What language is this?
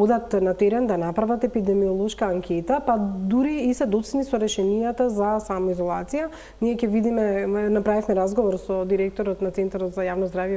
Macedonian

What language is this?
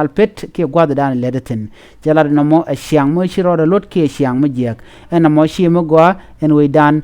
Nuer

